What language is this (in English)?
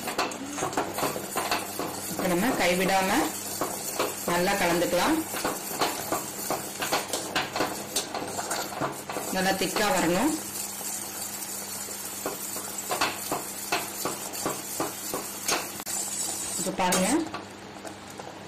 Tamil